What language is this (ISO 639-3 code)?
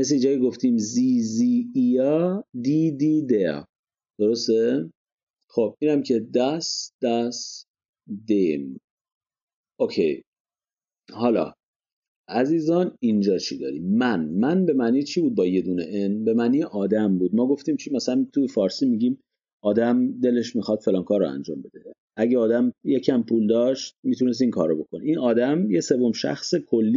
fas